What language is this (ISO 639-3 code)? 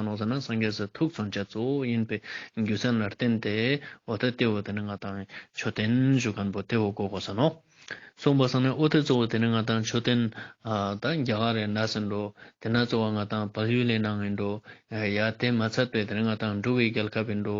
lbj